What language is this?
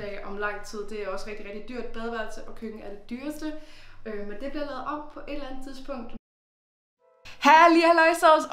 Danish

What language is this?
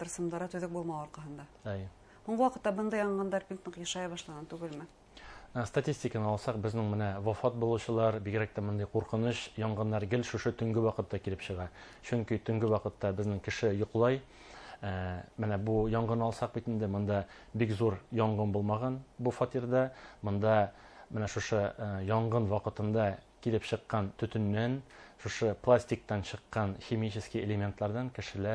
Bashkir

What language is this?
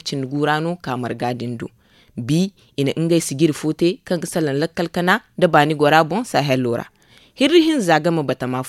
Zarma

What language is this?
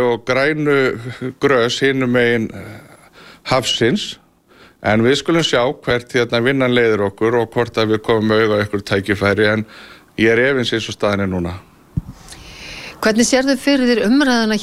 Icelandic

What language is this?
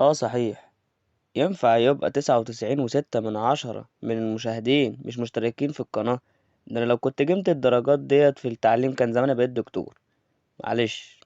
Egyptian Arabic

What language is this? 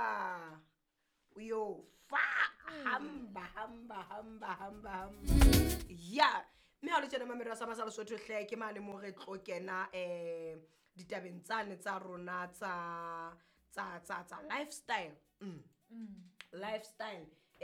Southern Sotho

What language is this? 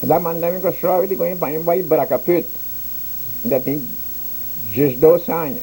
Papiamento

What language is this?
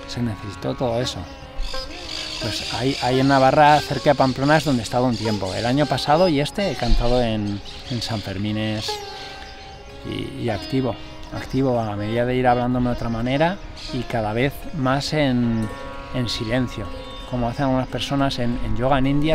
Spanish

